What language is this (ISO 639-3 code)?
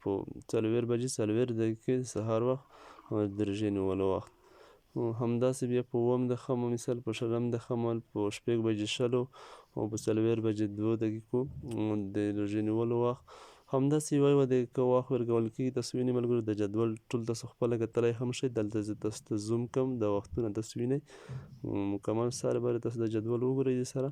pus